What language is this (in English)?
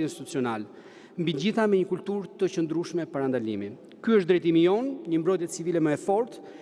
Albanian